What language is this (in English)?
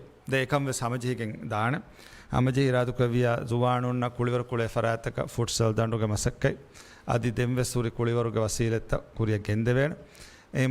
Divehi